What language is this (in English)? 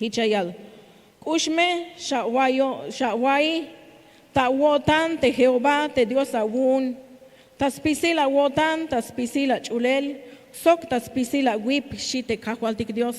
Tzeltal